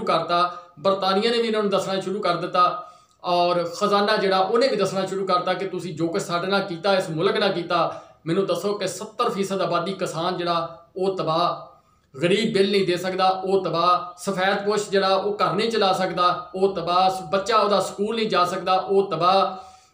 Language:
Punjabi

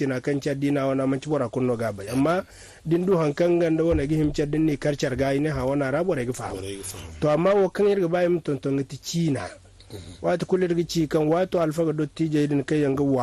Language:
Zarma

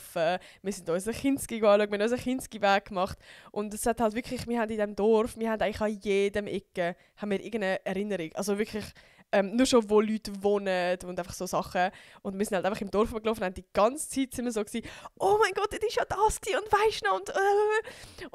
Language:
Swiss German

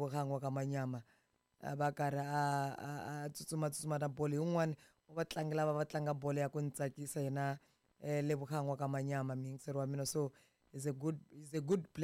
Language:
Tsonga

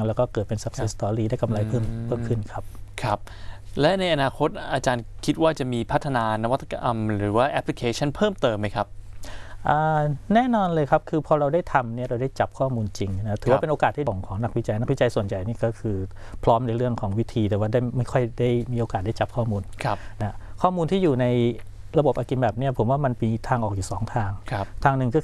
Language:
Thai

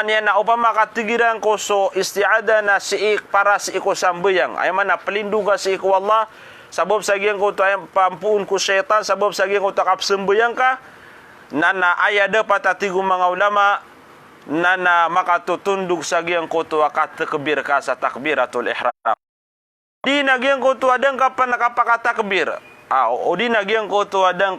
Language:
Maranao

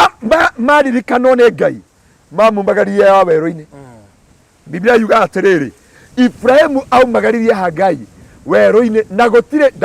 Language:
Kikuyu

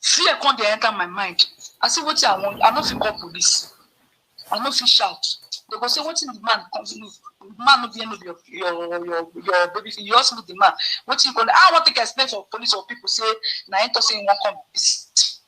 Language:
Nigerian Pidgin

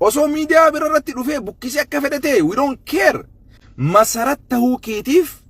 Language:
Oromo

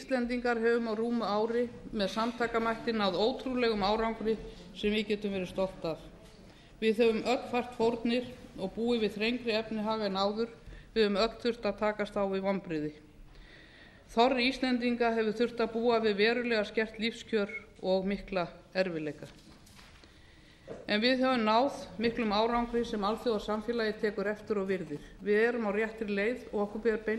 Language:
Icelandic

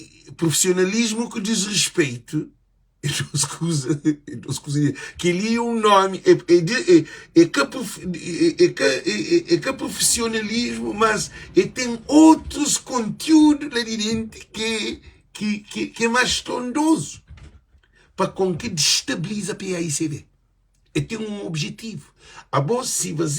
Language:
Kabuverdianu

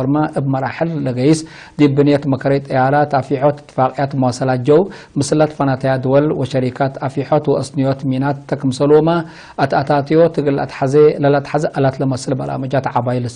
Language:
Tigre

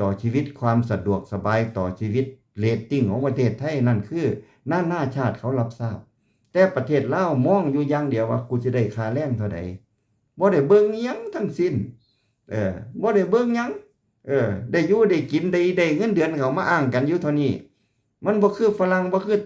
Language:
Lao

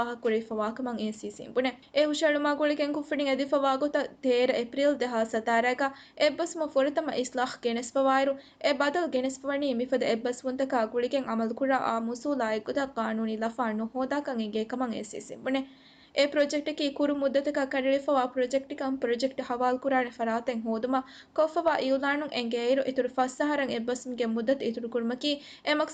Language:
Divehi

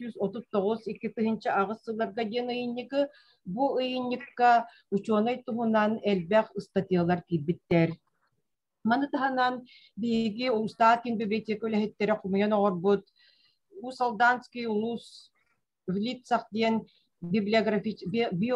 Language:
Yakut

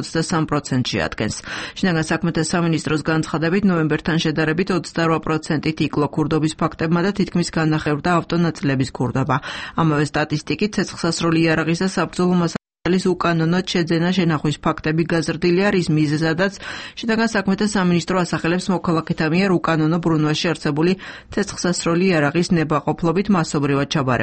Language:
Georgian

